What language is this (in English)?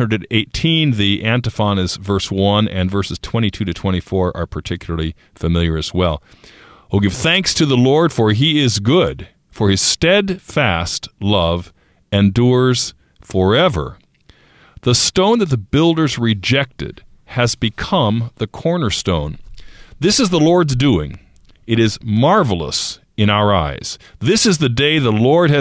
English